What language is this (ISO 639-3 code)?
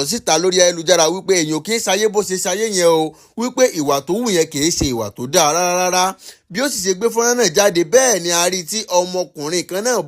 yor